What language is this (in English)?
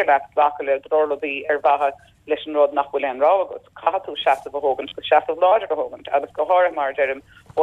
Irish